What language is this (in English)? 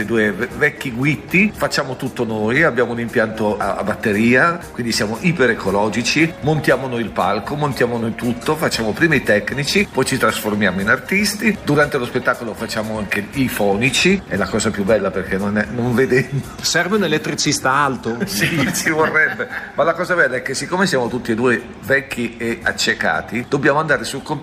Italian